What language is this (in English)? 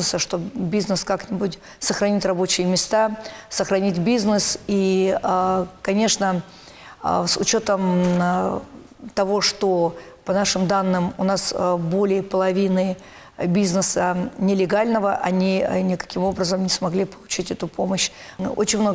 Russian